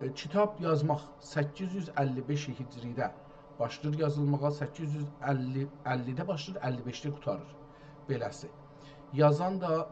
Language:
South Azerbaijani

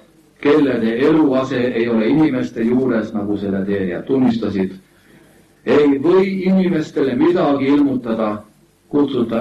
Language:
Estonian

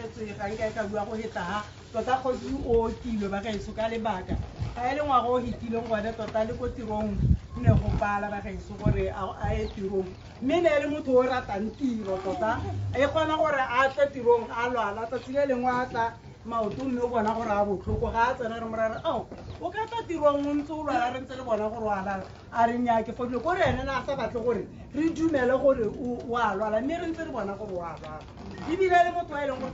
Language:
Tswana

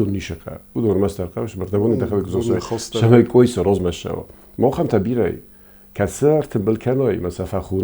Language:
Ossetic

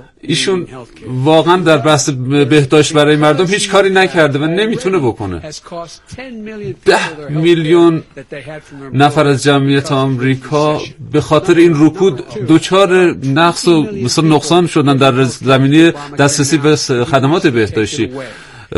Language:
Persian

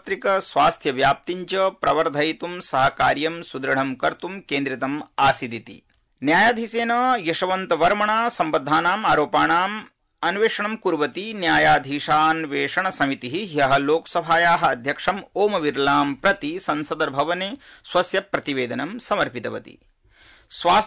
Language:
Sanskrit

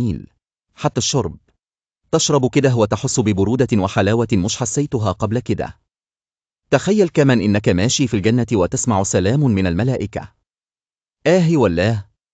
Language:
Egyptian Arabic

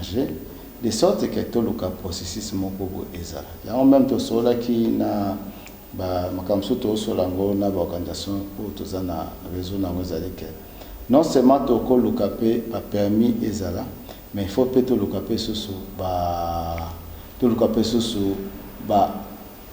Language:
Lingala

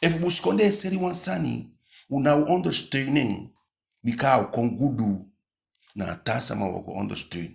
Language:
Eastern Maroon Creole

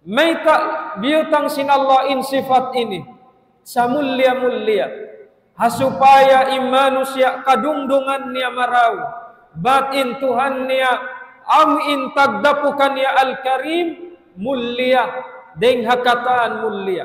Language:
Tausug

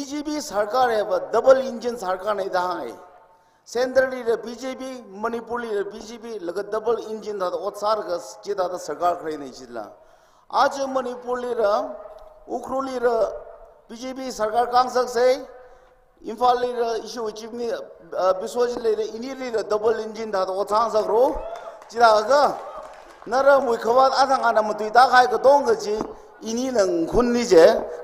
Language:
Tangkhul Naga (India)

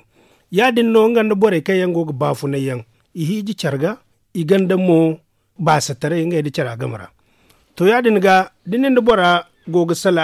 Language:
Zarma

